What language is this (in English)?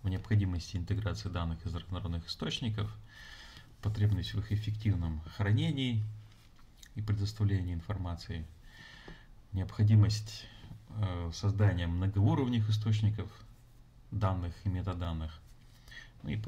Russian